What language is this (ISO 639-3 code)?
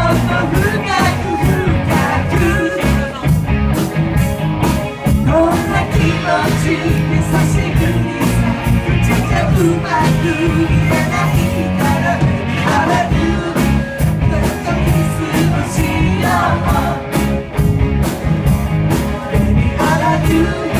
jpn